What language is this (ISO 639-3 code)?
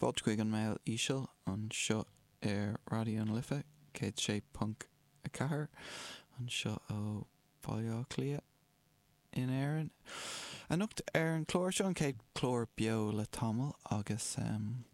gle